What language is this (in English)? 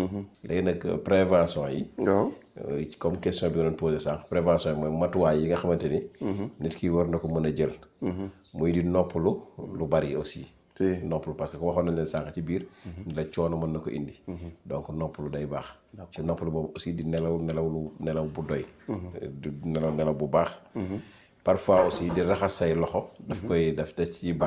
Wolof